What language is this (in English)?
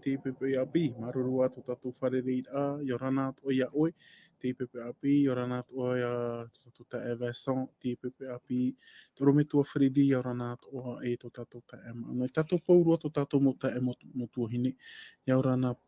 Tahitian